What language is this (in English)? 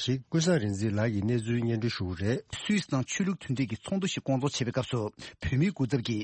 Tibetan